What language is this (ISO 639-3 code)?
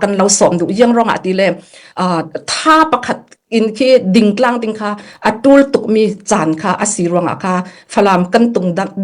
cfm